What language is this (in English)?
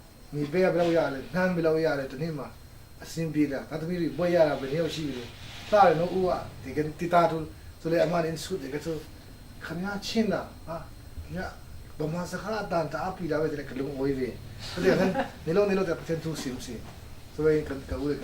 Falam Chin